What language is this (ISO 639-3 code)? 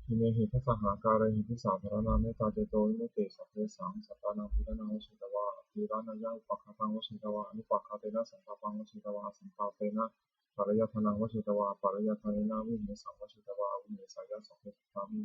pli